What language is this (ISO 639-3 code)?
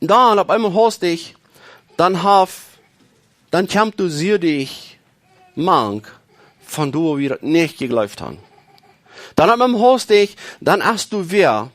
pdt